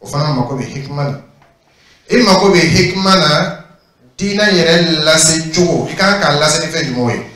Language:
Dyula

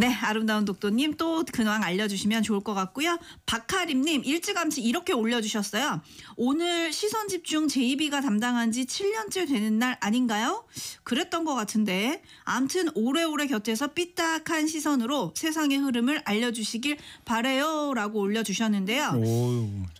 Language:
Korean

